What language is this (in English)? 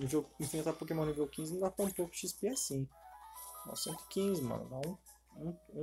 Portuguese